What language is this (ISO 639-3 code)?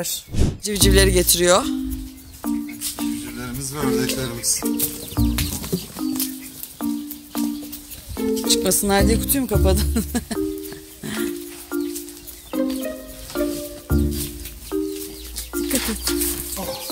tur